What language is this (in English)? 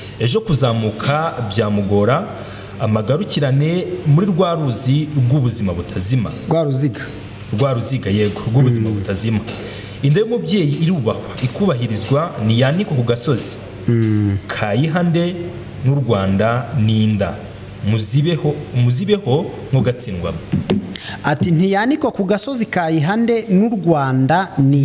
Kinyarwanda